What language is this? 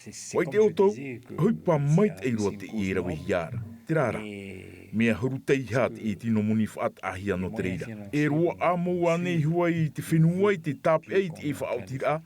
Tahitian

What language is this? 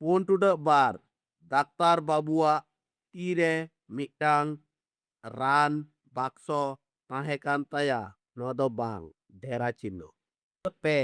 Santali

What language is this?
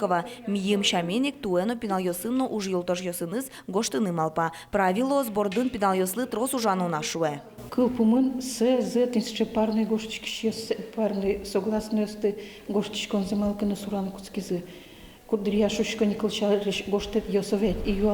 Udmurt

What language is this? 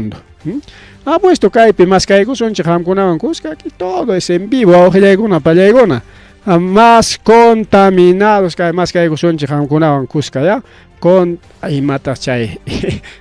Ayacucho Quechua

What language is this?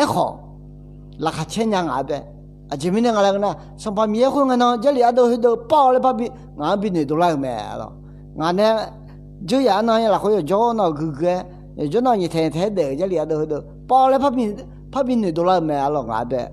Akha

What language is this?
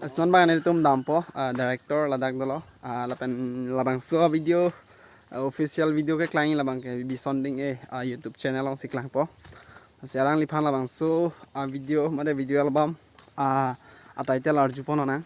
Karbi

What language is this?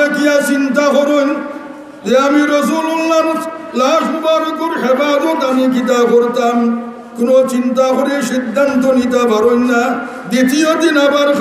Sylheti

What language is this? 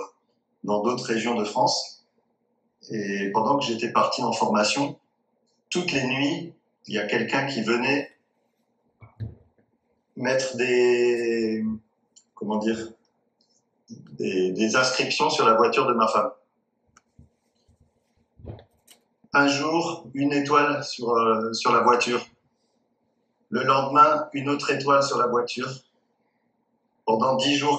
French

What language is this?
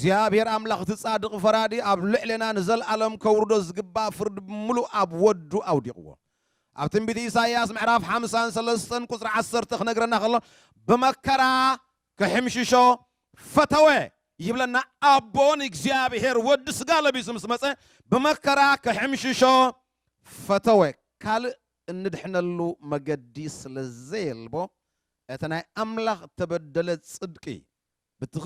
Tigrinya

